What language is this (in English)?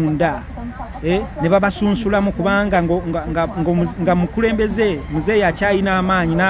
Ganda